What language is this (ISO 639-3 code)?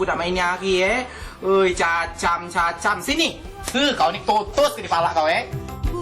mui